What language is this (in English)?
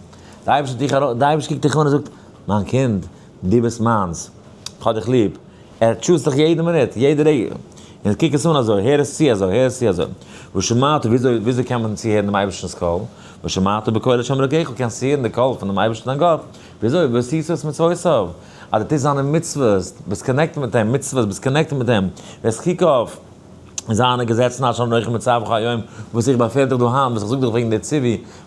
Yiddish